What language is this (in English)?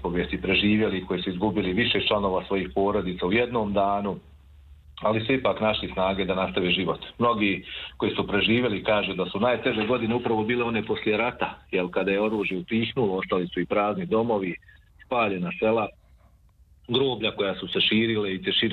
Bosnian